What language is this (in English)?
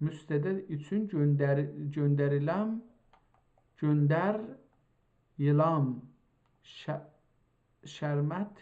South Azerbaijani